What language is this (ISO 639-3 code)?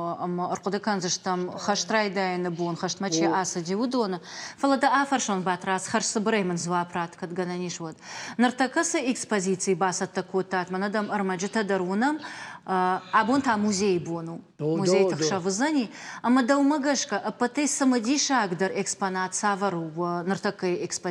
oss